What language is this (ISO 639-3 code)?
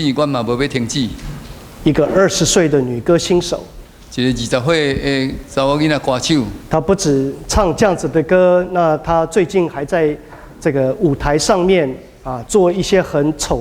nan